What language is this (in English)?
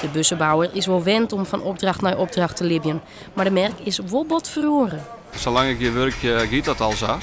Western Frisian